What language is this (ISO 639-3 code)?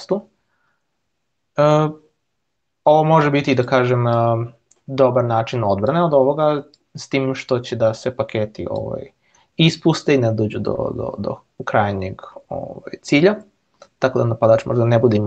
srp